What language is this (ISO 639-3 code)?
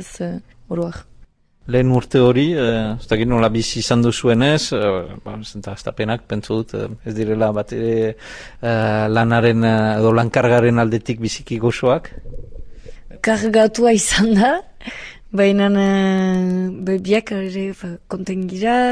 eus